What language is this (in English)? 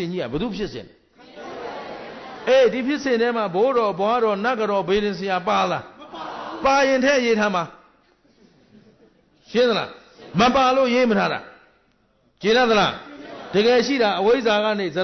Burmese